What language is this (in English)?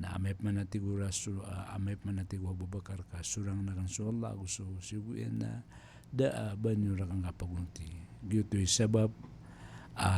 Maranao